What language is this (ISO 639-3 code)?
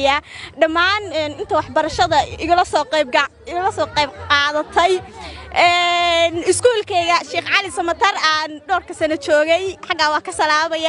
som